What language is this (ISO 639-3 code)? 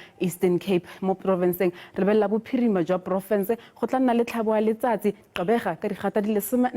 tsn